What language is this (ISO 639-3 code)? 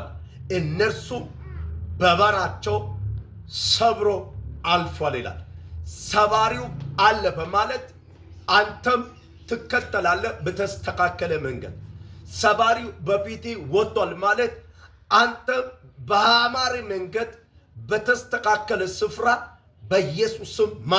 amh